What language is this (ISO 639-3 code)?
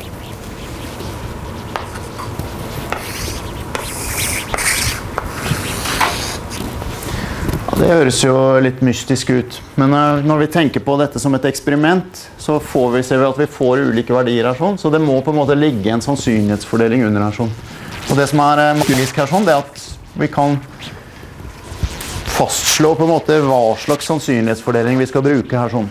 nor